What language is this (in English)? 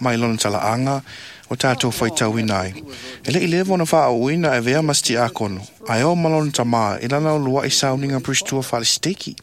Samoan